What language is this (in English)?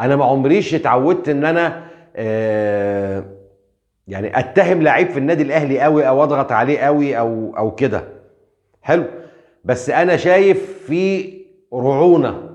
Egyptian Arabic